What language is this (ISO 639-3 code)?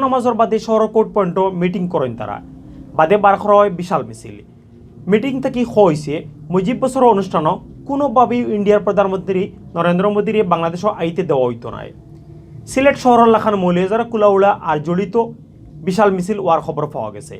syl